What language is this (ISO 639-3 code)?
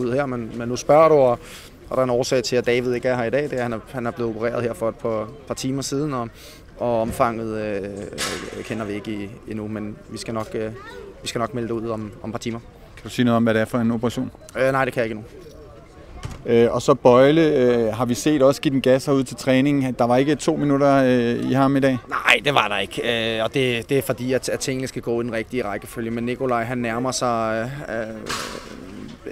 dan